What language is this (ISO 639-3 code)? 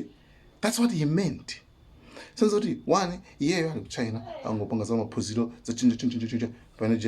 nya